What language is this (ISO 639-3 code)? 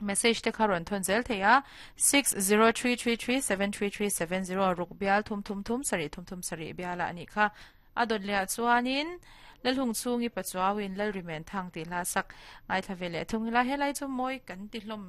lus